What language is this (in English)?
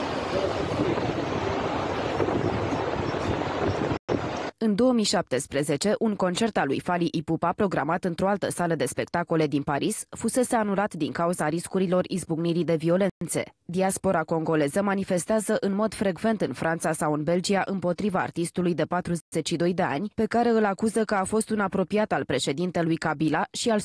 Romanian